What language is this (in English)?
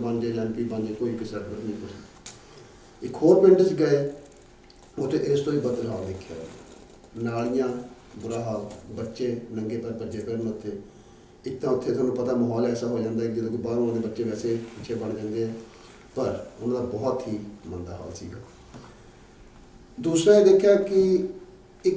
Punjabi